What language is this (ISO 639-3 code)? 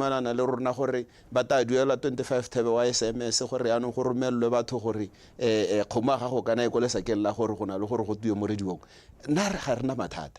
tsn